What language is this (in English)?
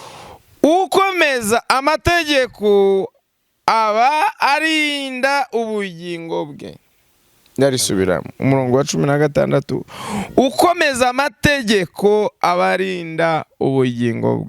Kinyarwanda